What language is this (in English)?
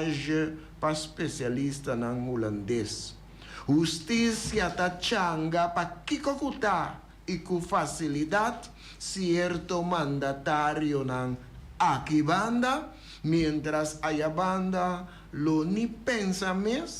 Papiamento